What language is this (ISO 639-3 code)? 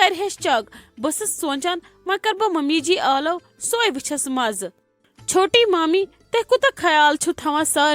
kas